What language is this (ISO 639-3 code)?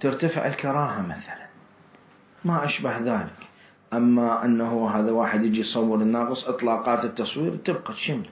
acm